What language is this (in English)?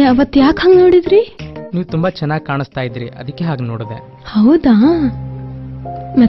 Kannada